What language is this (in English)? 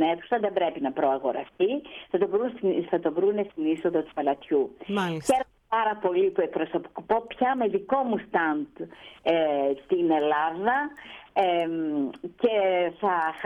Greek